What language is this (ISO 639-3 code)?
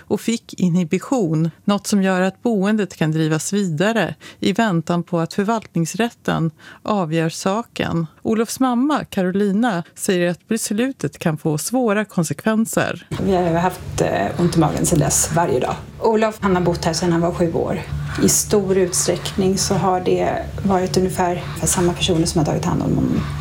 swe